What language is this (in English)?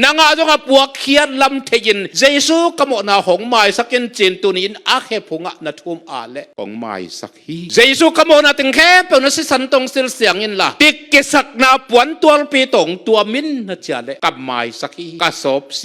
Tedim Chin